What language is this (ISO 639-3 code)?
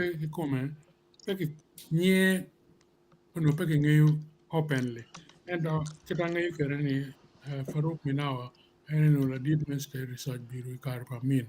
ach